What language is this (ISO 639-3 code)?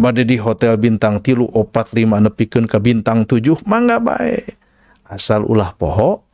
sun